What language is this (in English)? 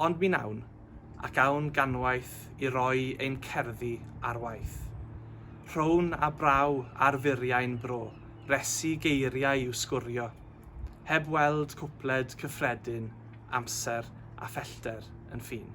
Welsh